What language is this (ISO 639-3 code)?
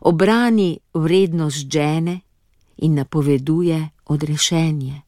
slv